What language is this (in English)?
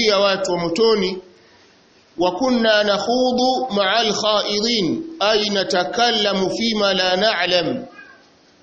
Swahili